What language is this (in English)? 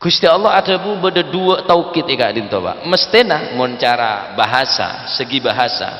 Madurese